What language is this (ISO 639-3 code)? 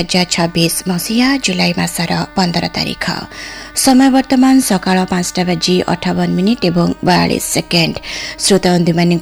ori